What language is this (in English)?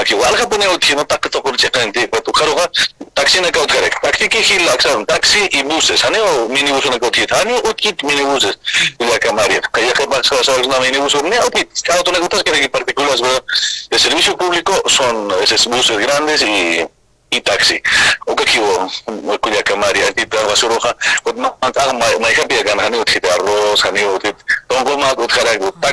Aymara